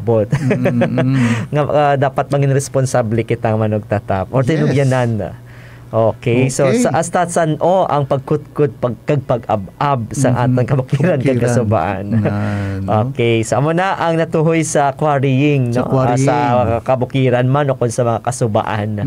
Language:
Hiligaynon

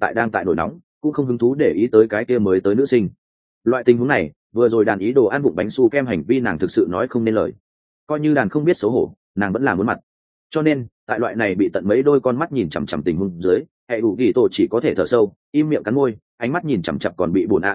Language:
Vietnamese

